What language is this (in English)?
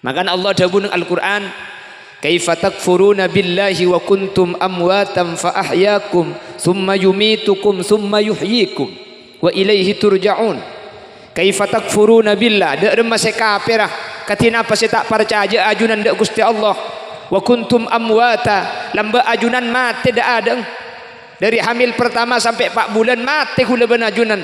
Madurese